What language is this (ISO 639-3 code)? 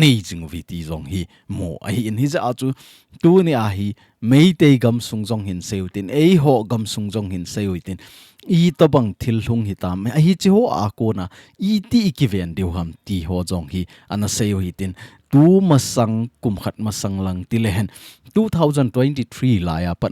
tcz